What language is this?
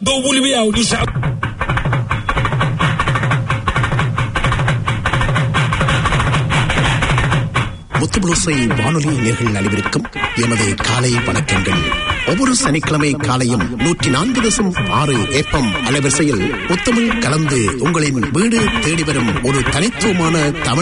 Tamil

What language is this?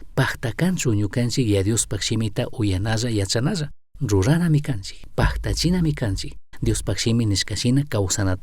Chimborazo Highland Quichua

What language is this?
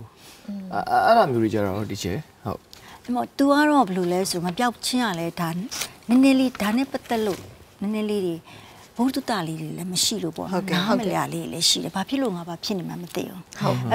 Burmese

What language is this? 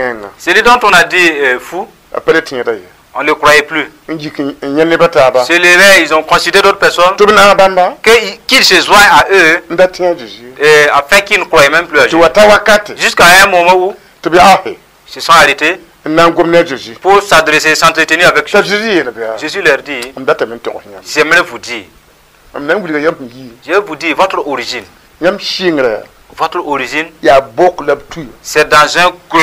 Mossi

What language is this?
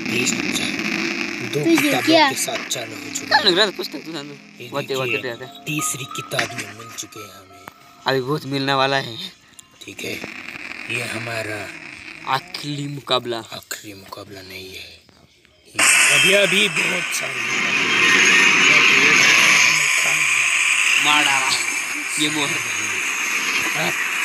Hindi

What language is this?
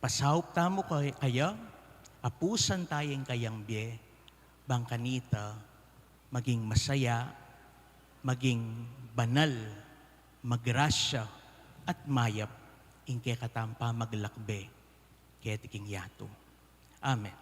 Pampanga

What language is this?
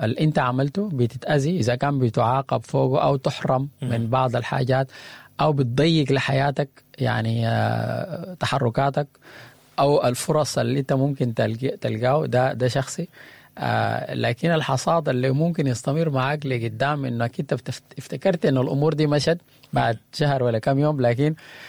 Sudanese Arabic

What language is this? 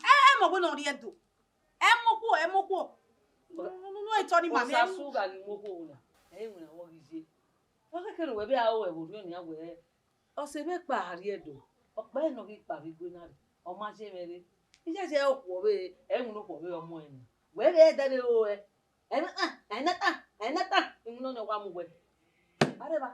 Bini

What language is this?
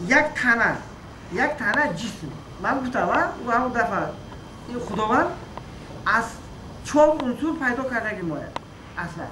Tajik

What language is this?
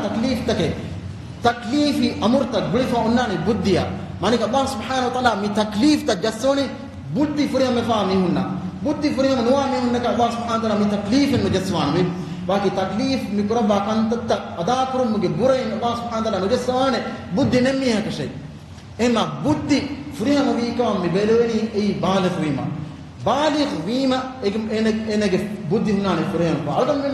Divehi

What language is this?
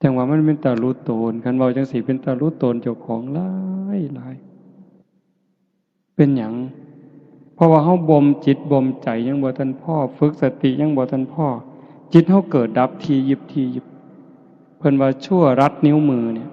Northeastern Thai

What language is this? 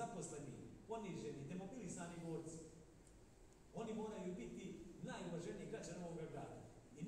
Bosnian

